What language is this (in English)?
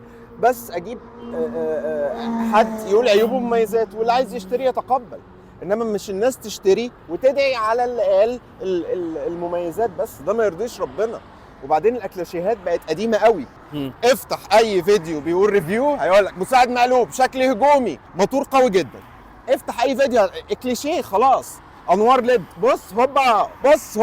Egyptian Arabic